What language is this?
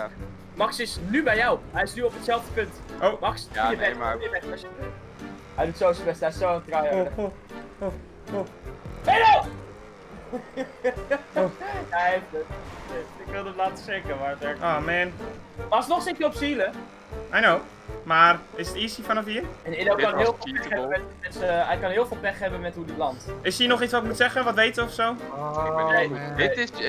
Dutch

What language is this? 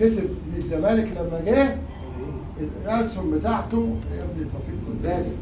Egyptian Arabic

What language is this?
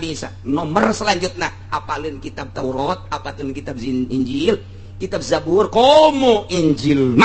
Sundanese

